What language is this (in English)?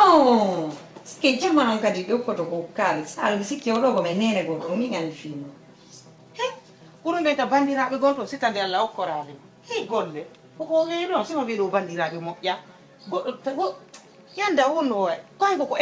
Fula